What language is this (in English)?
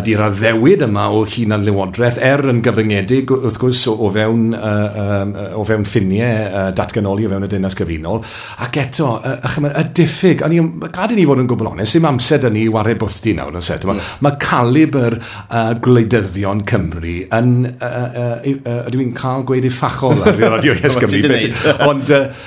Welsh